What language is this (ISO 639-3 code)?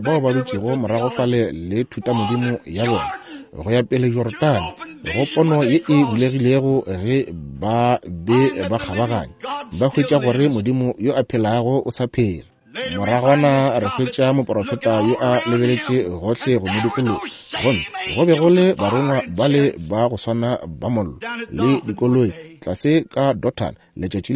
nso